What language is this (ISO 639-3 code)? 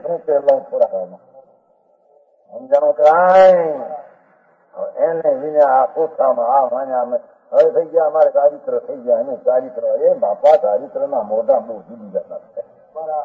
guj